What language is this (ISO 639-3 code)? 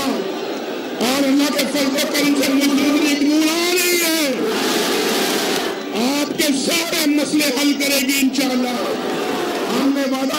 urd